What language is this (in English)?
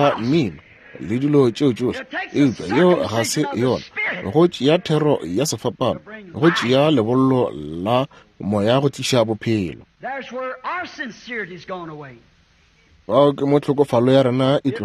Northern Sotho